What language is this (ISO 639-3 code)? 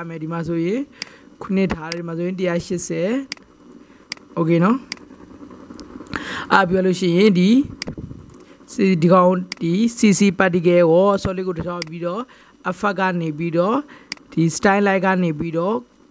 mya